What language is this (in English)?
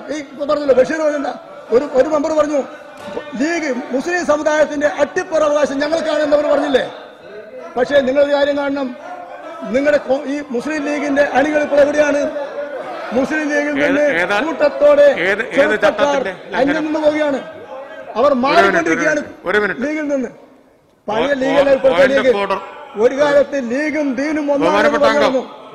Malayalam